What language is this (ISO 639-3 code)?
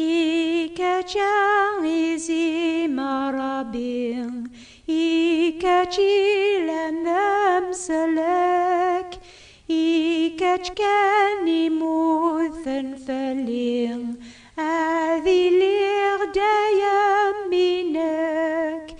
kab